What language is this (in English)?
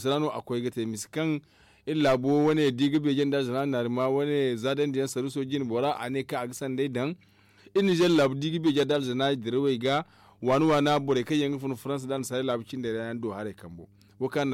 Zarma